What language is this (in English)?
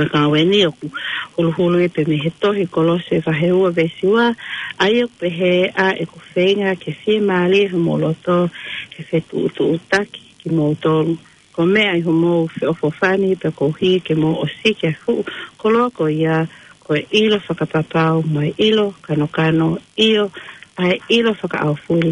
Tongan